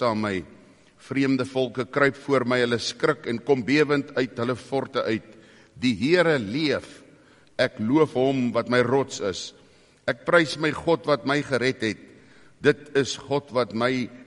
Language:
Afrikaans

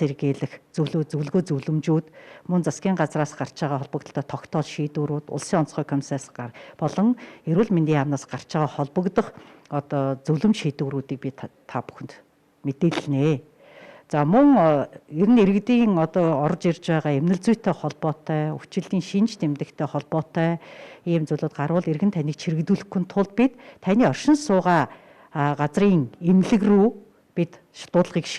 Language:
Mongolian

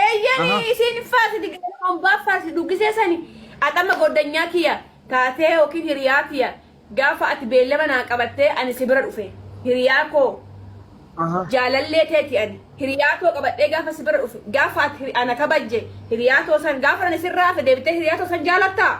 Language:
Oromo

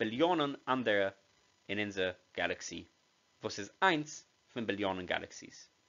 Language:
Yiddish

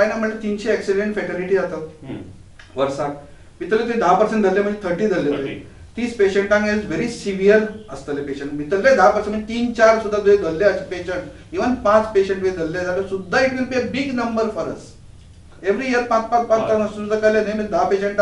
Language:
Konkani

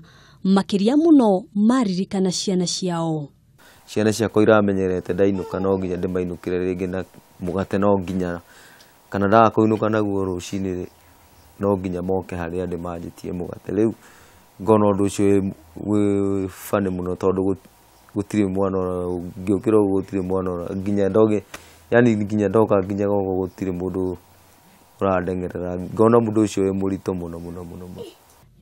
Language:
Kikuyu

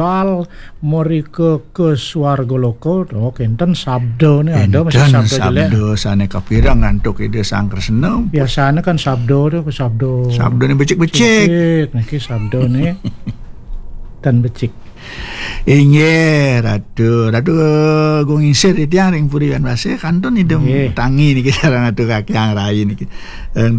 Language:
Balinese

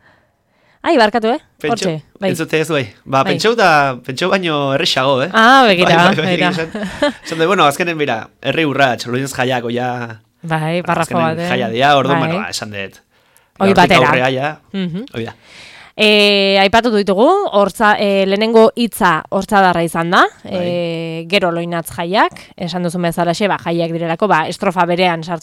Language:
Basque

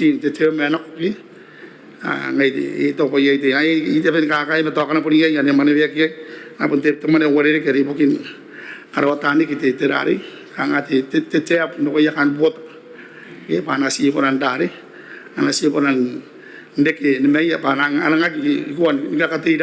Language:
Gilbertese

